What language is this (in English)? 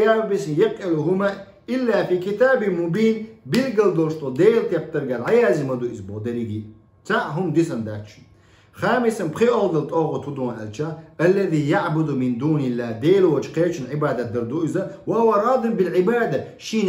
Chechen